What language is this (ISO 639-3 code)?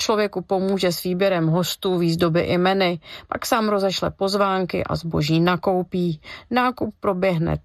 ces